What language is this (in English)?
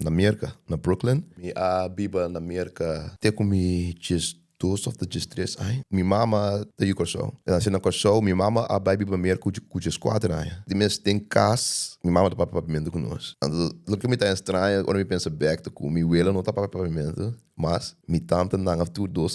Papiamento